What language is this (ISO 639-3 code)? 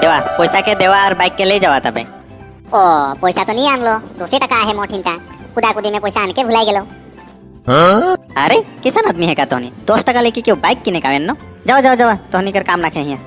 sck